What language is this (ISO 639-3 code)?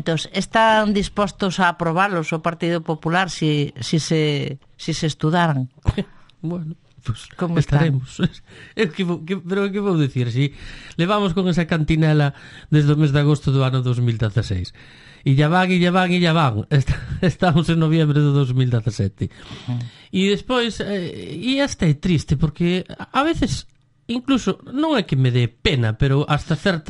glg